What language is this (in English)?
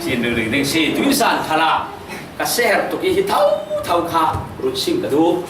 Falam Chin